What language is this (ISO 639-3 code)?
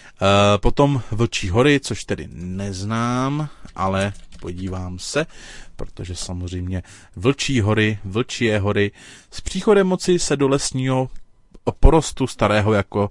ces